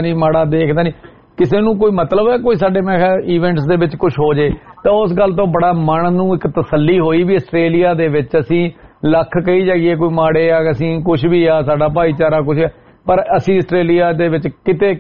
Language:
Punjabi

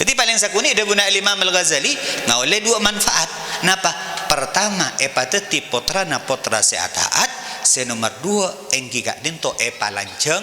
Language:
Madurese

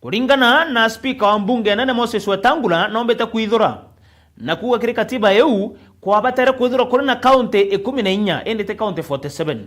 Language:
Meru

